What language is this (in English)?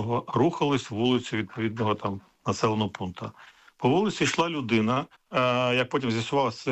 Ukrainian